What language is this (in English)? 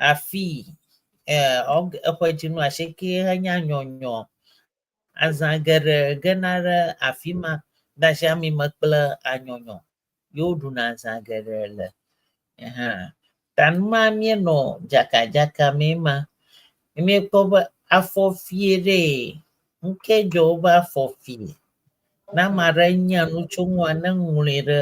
Ewe